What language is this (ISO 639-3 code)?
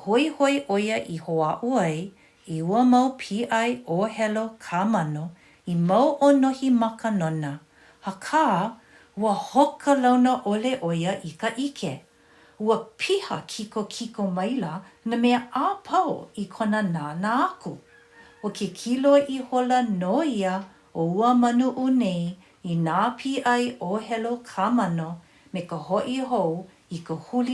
haw